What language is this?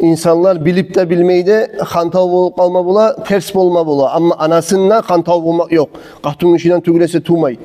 Kumyk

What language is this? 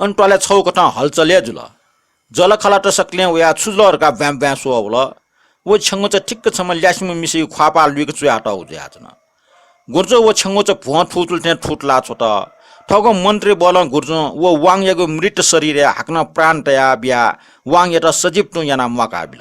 Newari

